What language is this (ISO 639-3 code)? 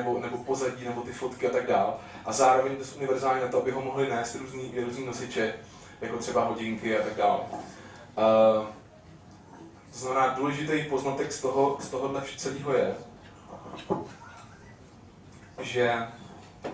ces